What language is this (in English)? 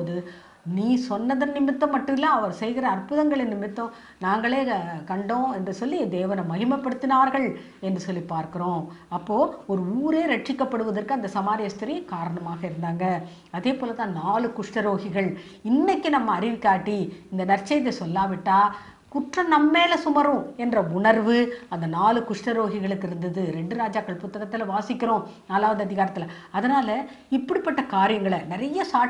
Tamil